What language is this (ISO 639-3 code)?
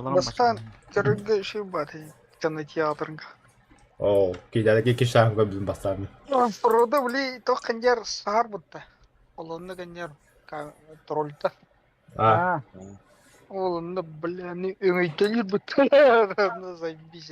sah